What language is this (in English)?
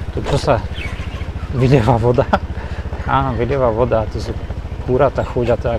Slovak